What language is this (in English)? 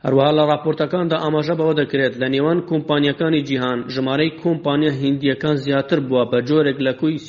Central Kurdish